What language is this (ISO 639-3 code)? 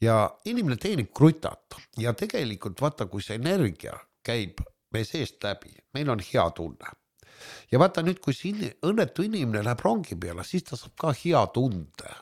est